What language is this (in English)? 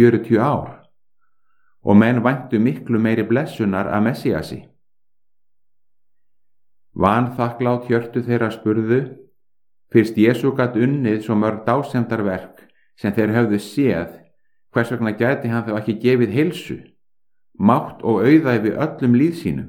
Icelandic